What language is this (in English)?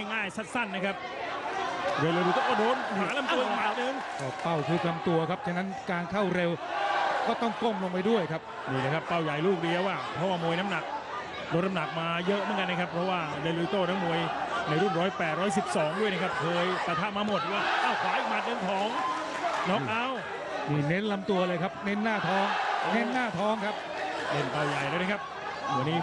Thai